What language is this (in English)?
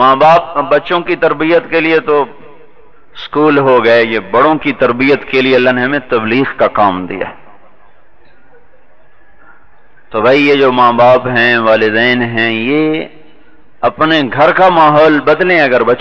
Urdu